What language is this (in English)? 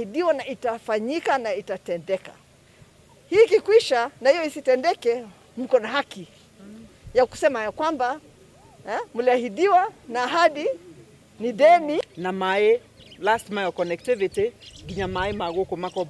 Kikuyu